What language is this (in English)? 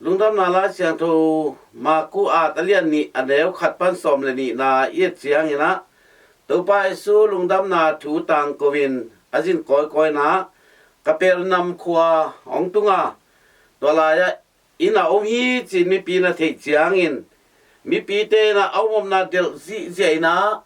Tedim Chin